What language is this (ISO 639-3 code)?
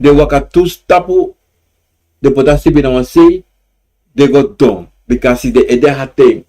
srn